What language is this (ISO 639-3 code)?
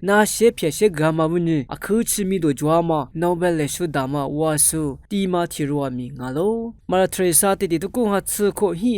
lis